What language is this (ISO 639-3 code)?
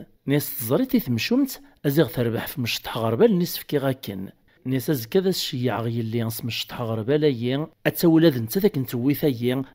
kab